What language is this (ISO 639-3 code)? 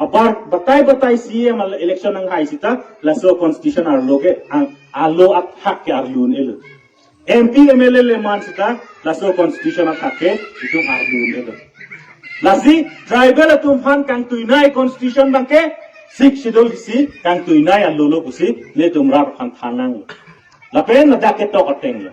mjw